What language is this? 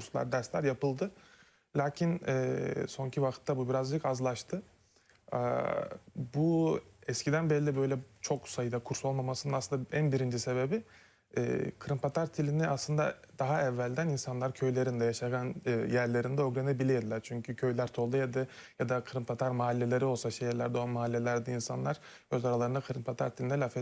Crimean Tatar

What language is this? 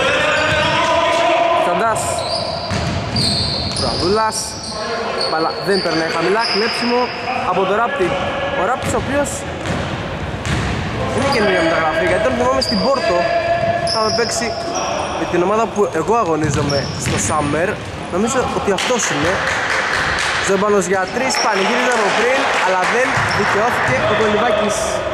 Greek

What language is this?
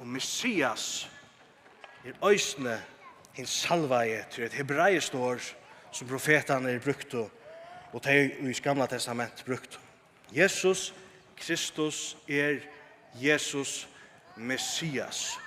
Faroese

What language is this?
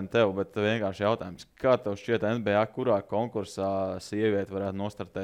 Latvian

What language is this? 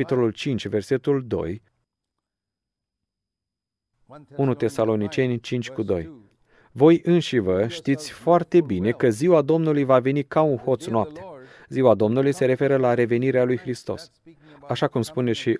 Romanian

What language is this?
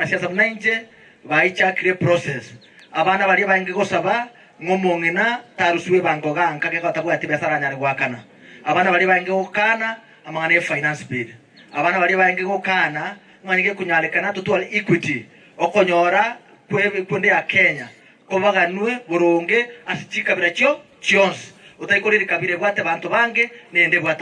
Gusii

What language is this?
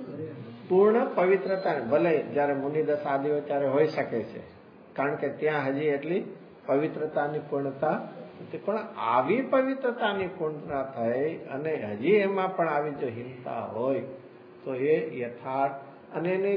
Gujarati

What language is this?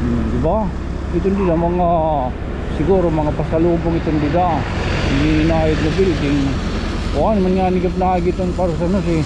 Waray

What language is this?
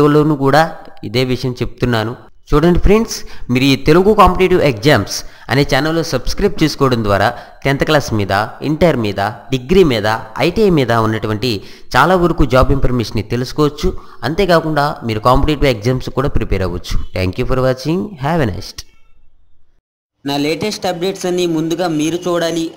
Telugu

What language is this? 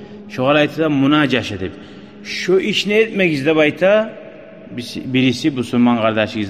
Kumyk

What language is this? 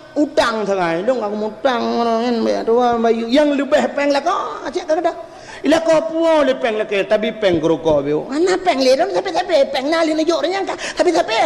Achinese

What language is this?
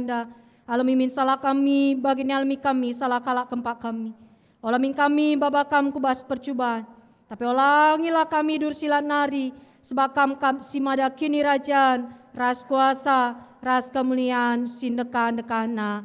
Batak Karo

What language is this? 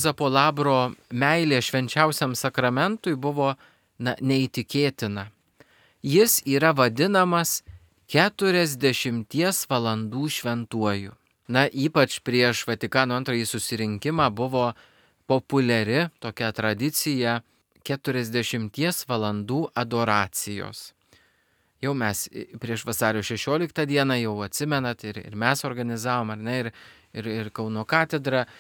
Lithuanian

